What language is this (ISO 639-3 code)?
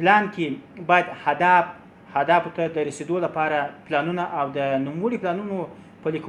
pus